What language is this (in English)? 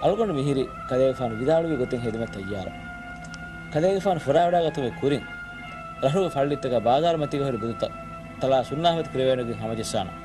Divehi